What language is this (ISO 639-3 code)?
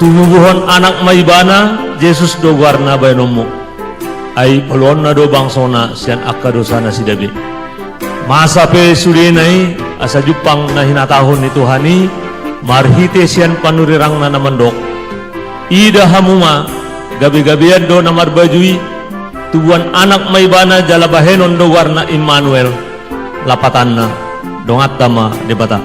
bbc